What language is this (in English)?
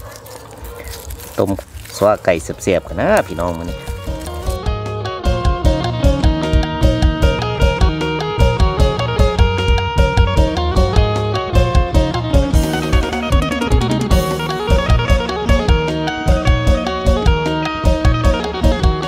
Thai